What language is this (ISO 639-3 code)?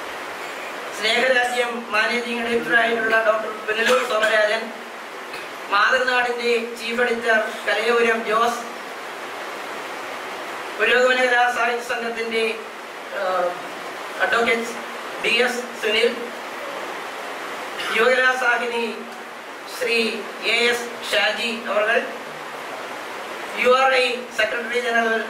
mal